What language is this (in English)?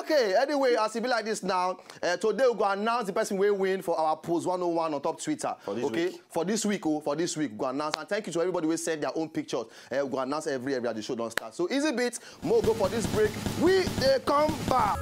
Nigerian Pidgin